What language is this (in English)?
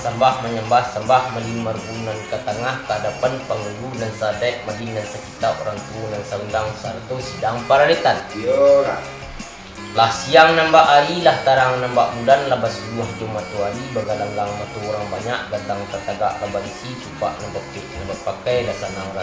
Minangkabau